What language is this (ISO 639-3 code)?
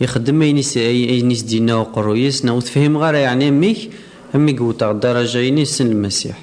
kab